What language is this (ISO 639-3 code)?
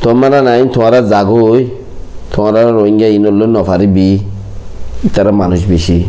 rhg